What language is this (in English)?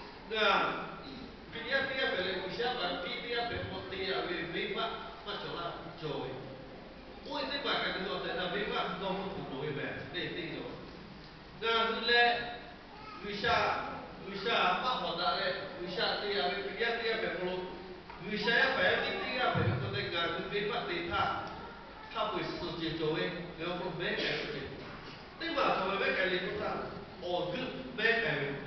Lahu